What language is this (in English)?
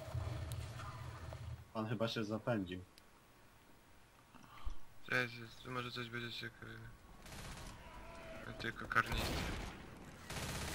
Polish